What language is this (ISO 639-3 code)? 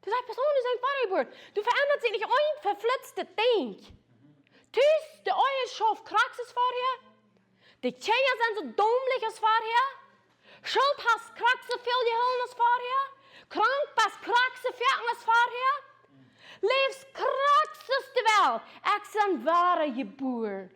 pdt